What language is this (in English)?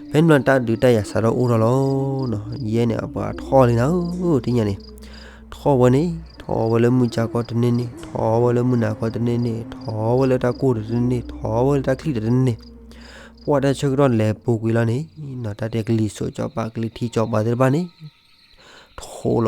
S'gaw Karen